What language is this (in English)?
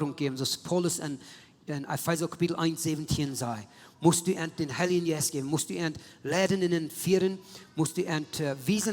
Plautdietsch